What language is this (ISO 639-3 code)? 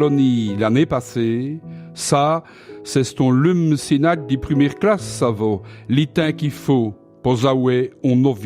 wln